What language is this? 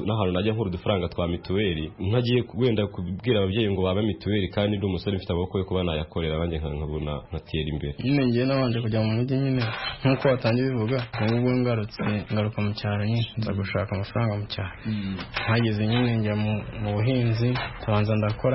Kinyarwanda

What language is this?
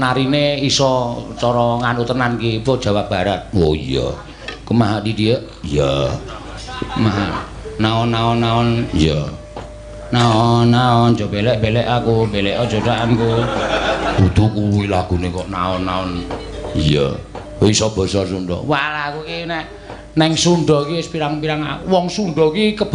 Javanese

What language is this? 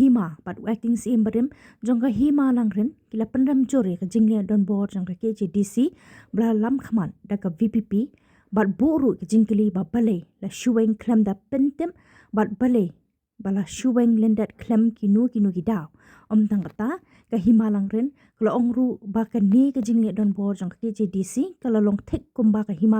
Khasi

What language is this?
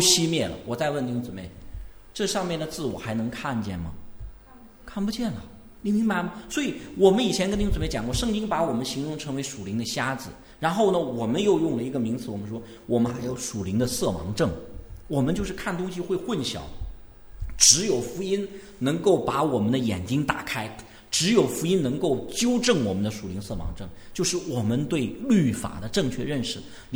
Chinese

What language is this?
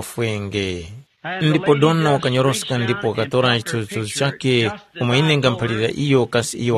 Tumbuka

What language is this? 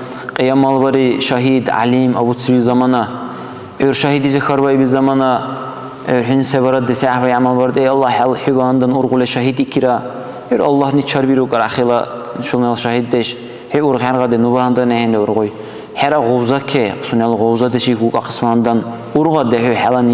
Dargwa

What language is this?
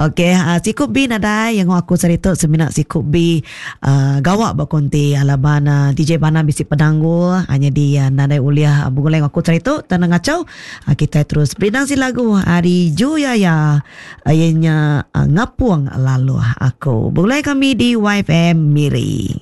Iban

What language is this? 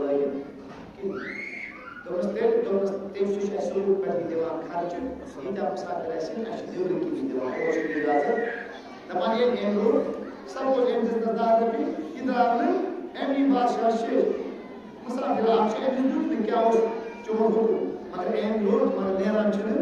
Kashmiri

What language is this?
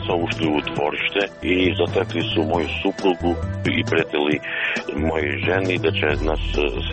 Croatian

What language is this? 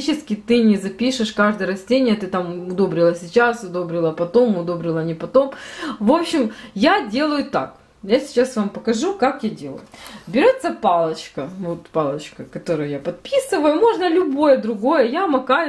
Russian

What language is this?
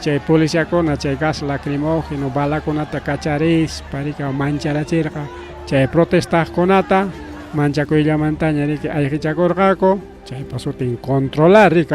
Ayacucho Quechua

